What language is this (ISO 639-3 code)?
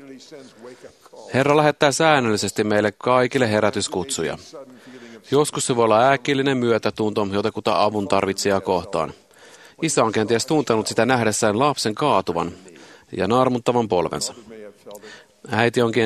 fin